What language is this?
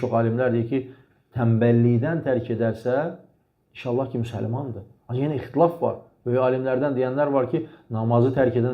Azerbaijani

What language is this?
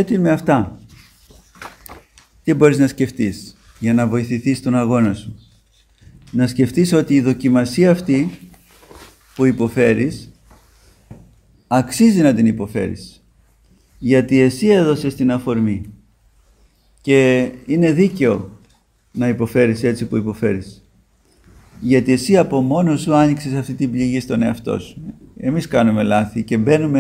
Greek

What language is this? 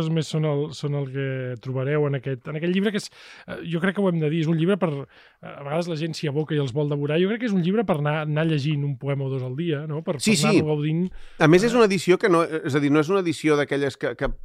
Catalan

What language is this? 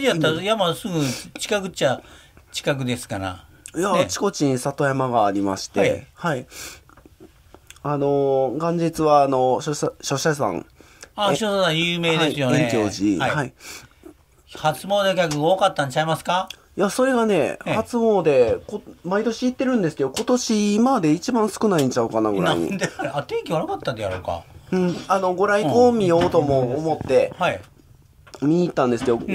Japanese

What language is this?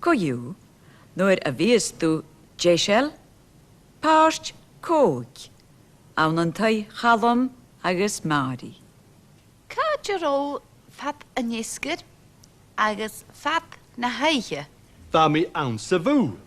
Scottish Gaelic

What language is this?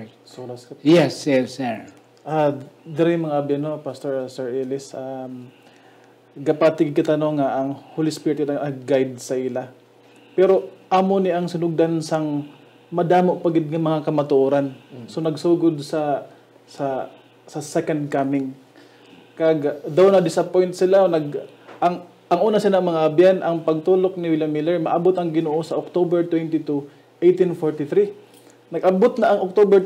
Hiligaynon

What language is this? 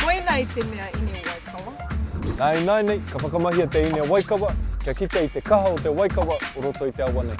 Māori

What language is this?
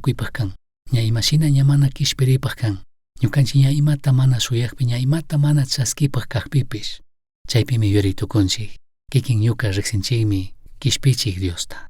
Chimborazo Highland Quichua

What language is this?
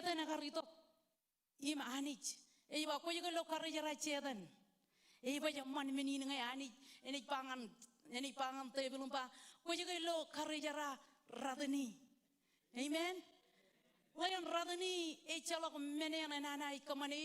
Marshallese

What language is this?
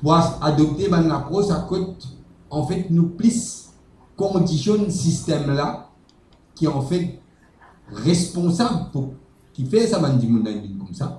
Morisyen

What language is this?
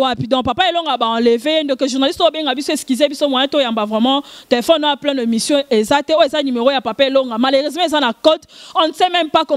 Lingala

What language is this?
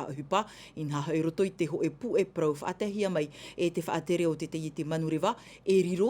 Tahitian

